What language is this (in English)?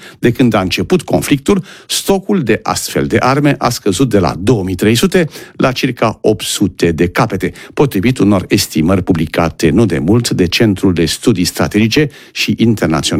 Romanian